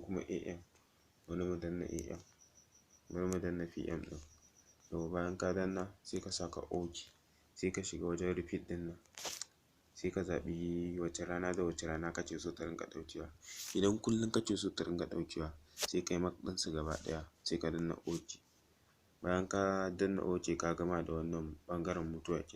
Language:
Hausa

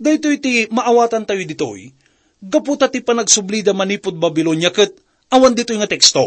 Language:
Iloko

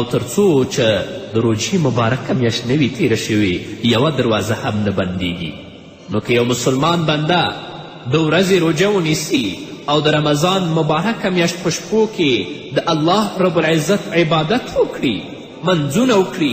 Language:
Pashto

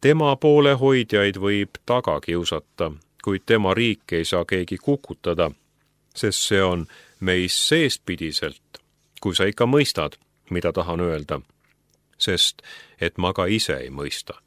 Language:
Estonian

